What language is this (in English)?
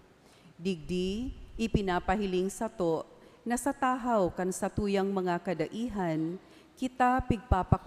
Bikol